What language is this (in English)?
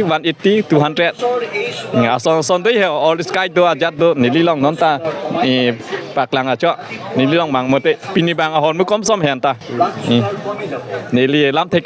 Karbi